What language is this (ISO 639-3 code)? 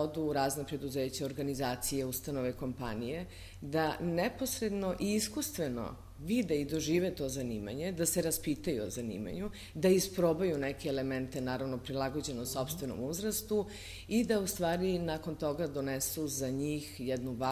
srp